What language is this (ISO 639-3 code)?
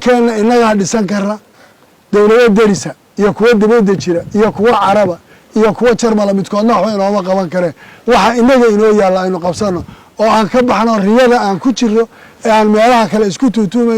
som